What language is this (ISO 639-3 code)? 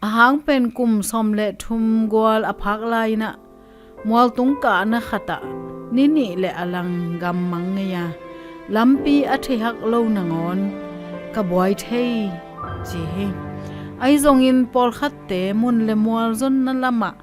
ctd